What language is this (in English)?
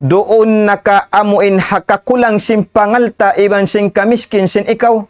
Tausug